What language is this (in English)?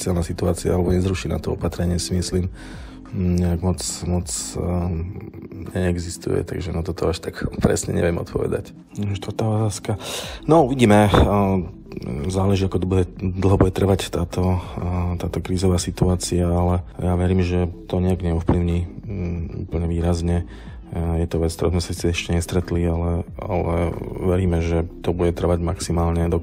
Slovak